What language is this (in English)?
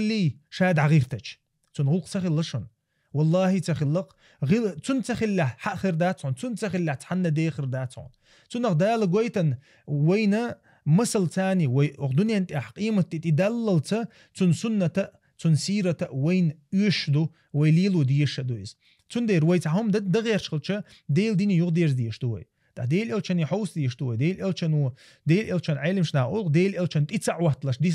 Chechen